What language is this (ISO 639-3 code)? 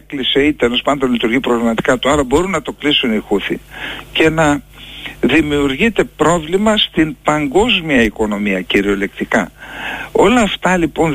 ell